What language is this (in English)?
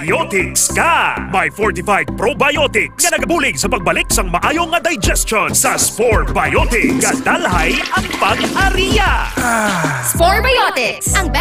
Hiligaynon